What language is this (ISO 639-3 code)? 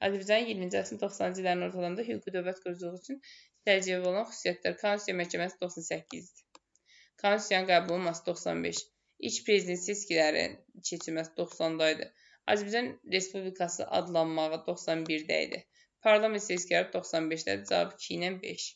aze